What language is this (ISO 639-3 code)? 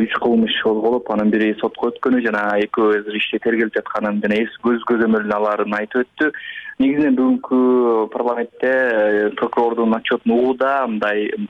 kir